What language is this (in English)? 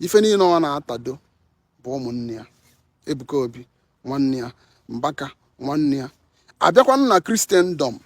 Igbo